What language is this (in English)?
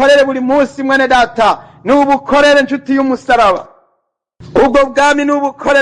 Rundi